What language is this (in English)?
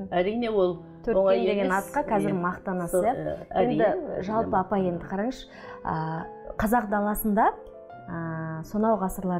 Kazakh